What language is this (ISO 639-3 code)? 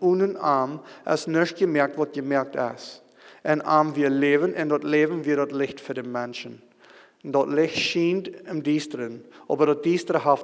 pdt